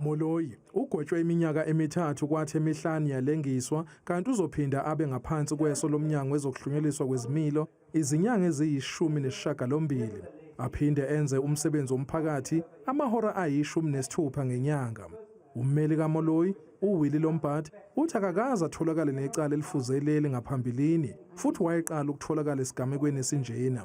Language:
Zulu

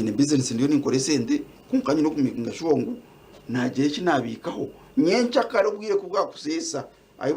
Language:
Nyankole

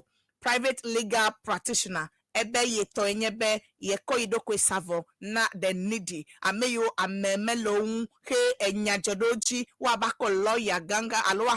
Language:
Ewe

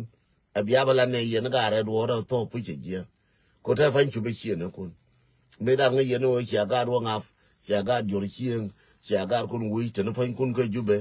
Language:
Nuer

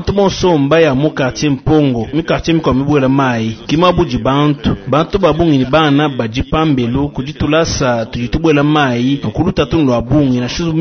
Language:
Luba-Lulua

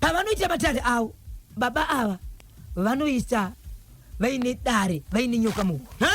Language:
Shona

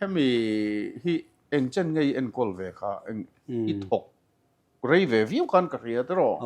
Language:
Mizo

